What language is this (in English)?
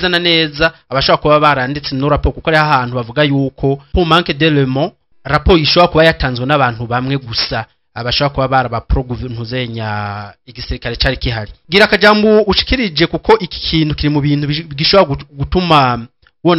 Rundi